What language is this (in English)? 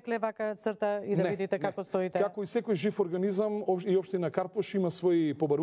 Macedonian